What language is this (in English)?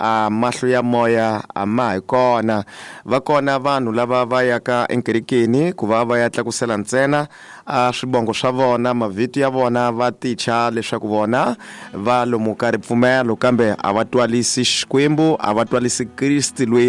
Tsonga